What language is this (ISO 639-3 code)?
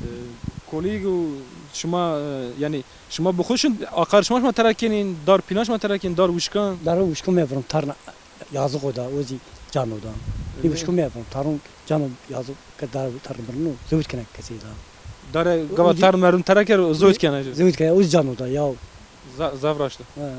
zza